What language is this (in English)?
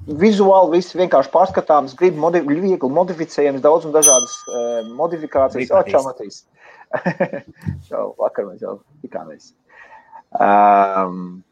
Latvian